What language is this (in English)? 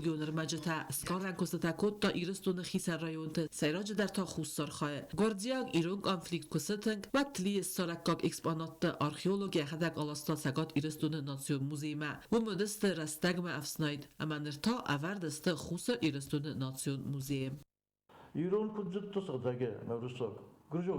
Ossetic